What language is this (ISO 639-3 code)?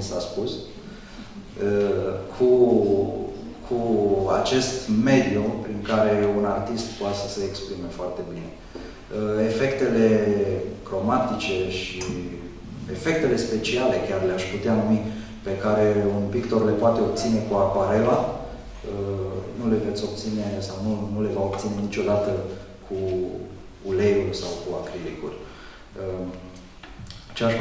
ron